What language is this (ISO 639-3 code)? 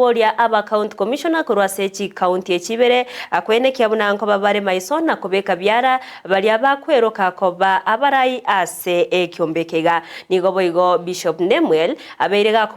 guz